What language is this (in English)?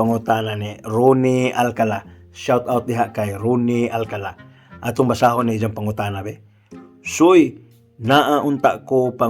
Cebuano